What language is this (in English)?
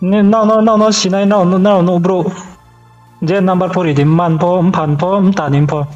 Riang (India)